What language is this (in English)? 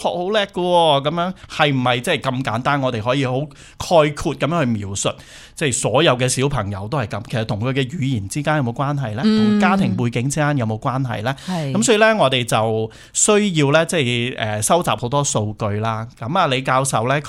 Cantonese